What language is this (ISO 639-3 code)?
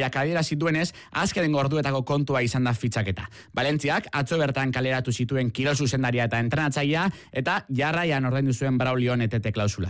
eus